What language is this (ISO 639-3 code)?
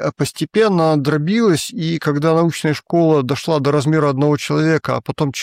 rus